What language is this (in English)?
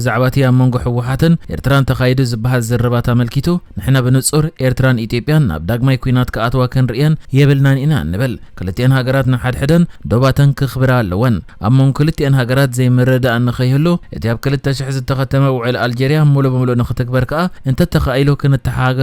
Tigrinya